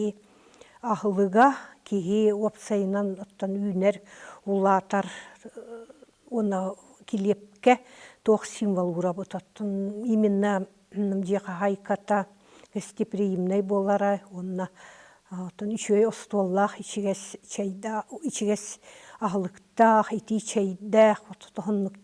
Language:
Yakut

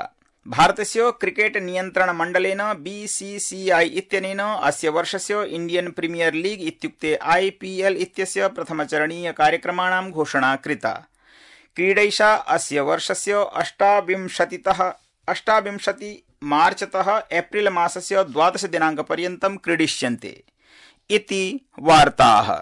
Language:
Sanskrit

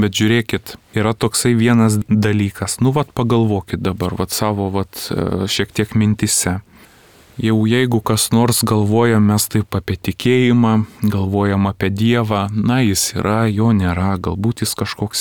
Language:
Lithuanian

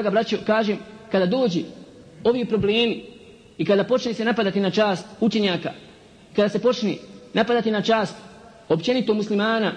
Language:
Bosnian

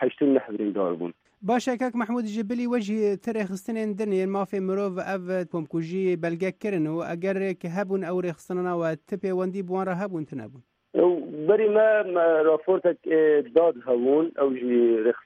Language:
Kurdish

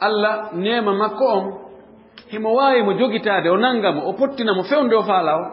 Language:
Fula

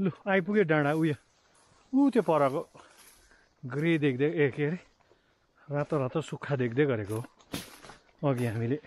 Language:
Nepali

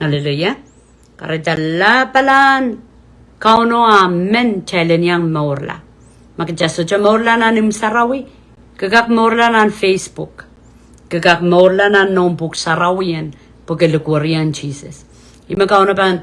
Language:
Pohnpeian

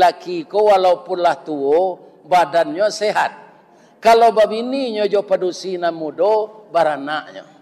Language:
Minangkabau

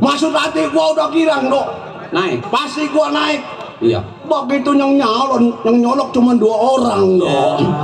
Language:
Betawi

